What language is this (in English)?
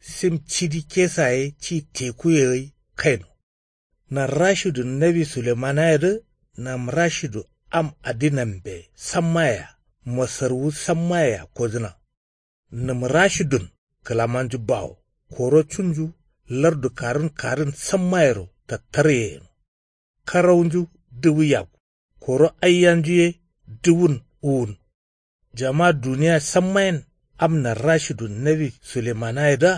Kanuri